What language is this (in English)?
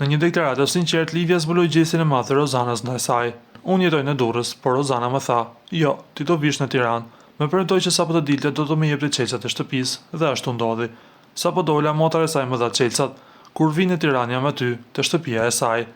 Albanian